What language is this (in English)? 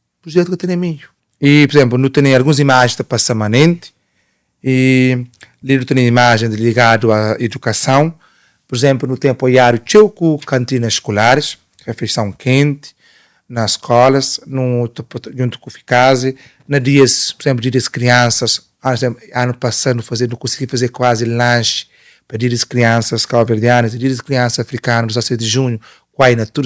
Kabuverdianu